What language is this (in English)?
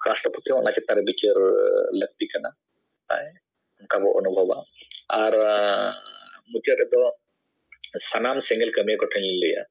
Santali